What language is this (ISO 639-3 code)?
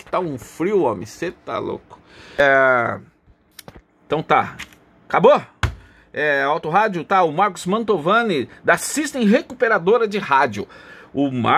por